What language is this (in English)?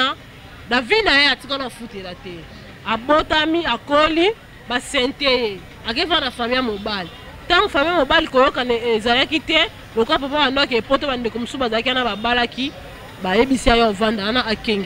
Lingala